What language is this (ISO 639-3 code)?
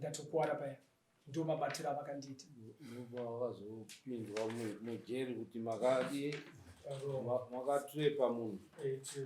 sna